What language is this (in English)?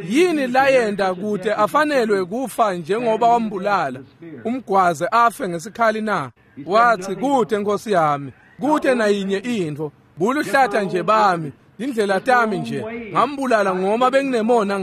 Swati